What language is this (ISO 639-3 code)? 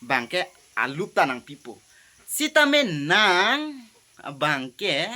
mjw